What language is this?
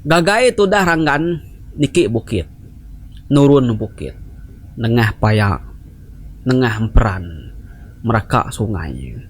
Iban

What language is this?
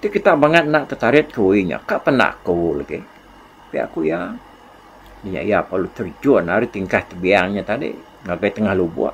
Iban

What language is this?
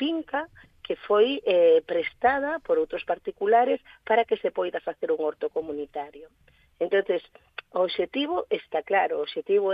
Galician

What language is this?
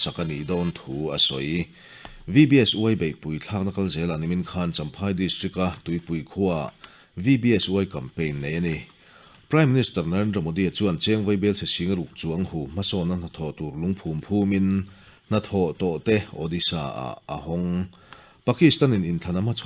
Mizo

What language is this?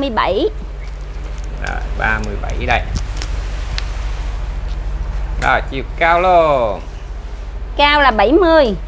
Vietnamese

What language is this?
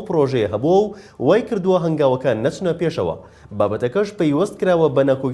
Central Kurdish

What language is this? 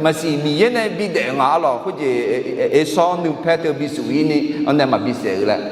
Akha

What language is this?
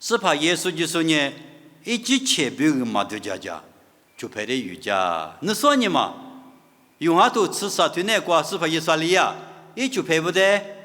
Lisu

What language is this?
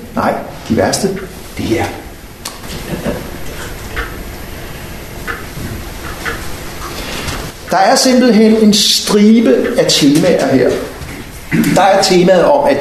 Danish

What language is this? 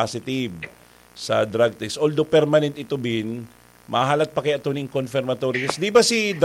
Bikol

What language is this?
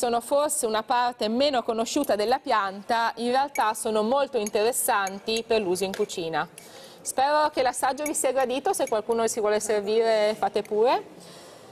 Italian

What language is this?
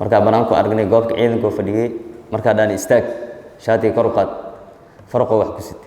Somali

